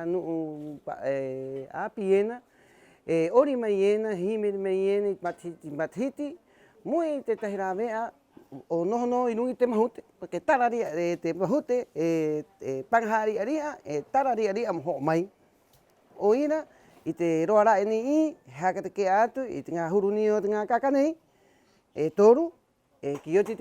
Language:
Rapanui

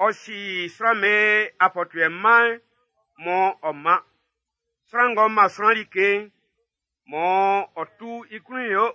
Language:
Baoulé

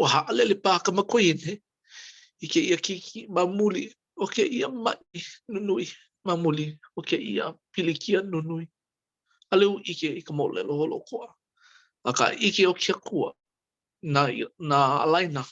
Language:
Hawaiian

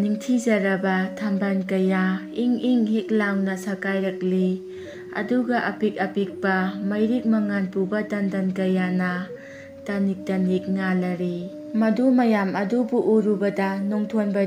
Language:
Manipuri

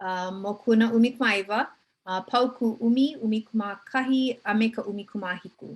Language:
Hawaiian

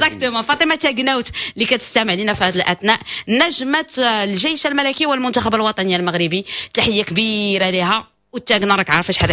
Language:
Moroccan Arabic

